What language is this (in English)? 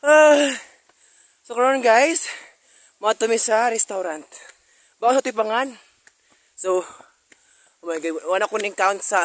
Cebuano